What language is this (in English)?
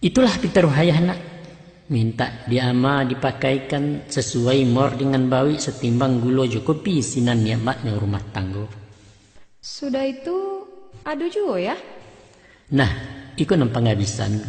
Minangkabau